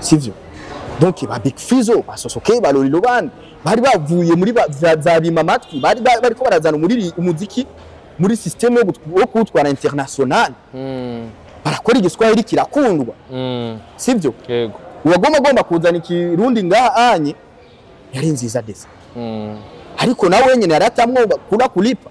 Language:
Rundi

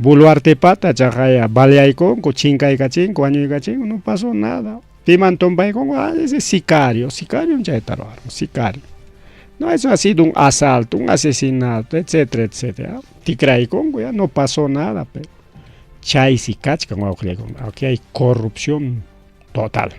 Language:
Ayacucho Quechua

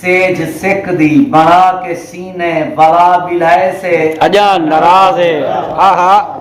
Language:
Saraiki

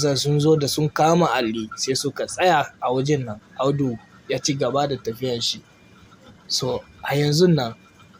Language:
Hausa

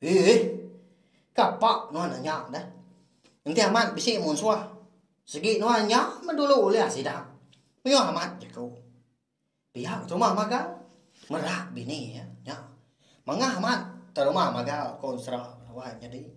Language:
Iban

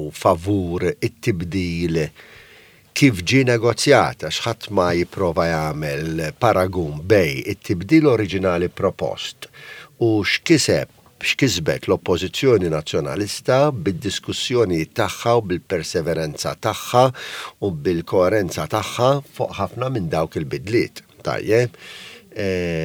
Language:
Maltese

